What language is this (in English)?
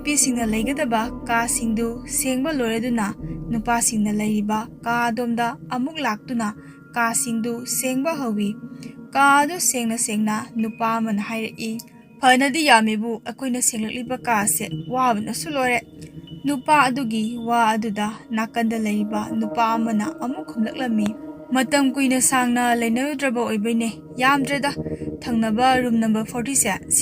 Manipuri